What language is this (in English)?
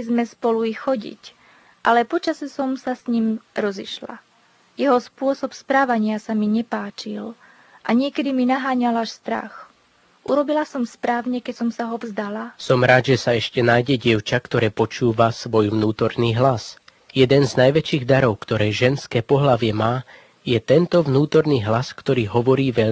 Slovak